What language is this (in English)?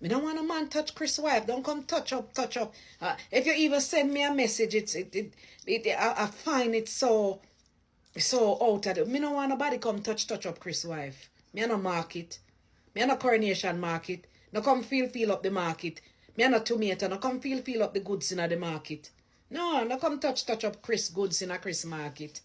Jamaican Creole English